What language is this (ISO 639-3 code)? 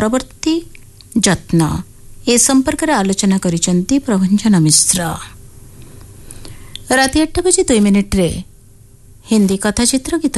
ori